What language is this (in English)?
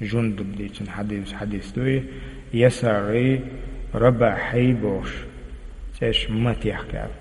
Chechen